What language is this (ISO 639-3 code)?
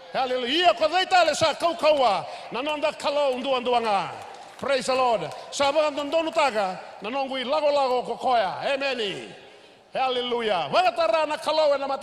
fij